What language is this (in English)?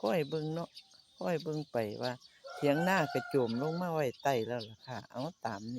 Northeastern Thai